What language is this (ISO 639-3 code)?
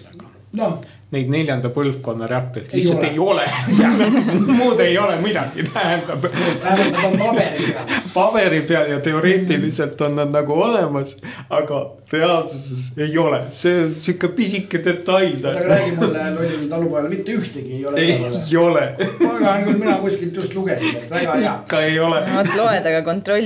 est